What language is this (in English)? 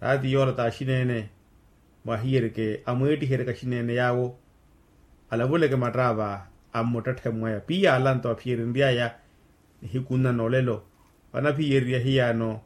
Makhuwa